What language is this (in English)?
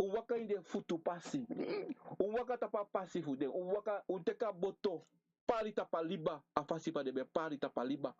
Sranan Tongo